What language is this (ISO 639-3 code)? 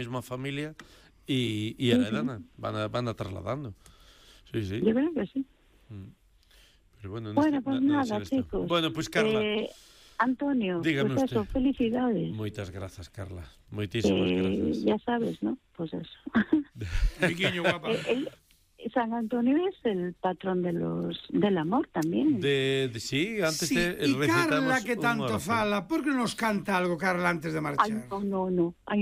glg